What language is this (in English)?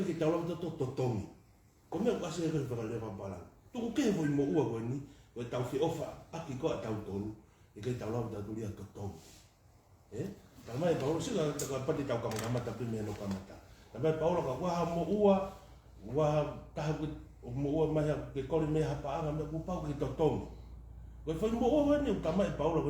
Tongan